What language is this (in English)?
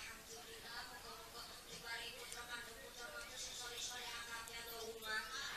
Javanese